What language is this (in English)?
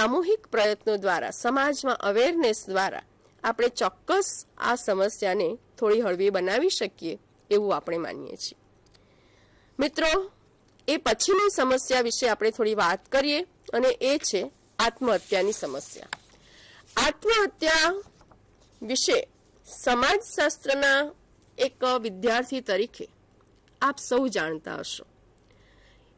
Gujarati